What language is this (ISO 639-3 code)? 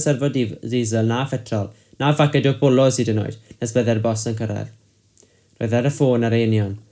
cym